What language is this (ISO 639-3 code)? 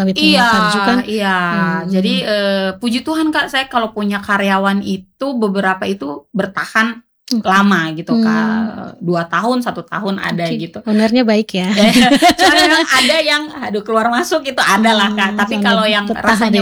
ind